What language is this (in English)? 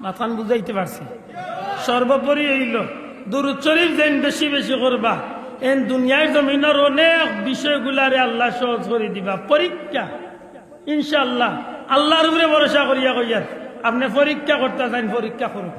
Sylheti